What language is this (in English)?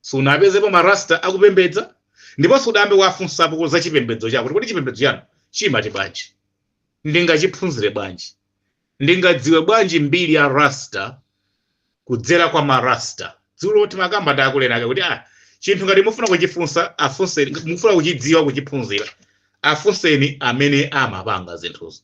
Nyanja